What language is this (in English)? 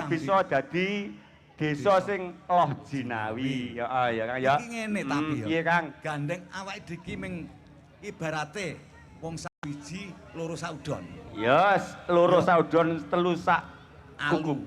Javanese